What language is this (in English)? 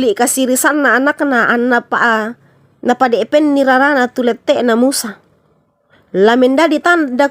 Toraja-Sa'dan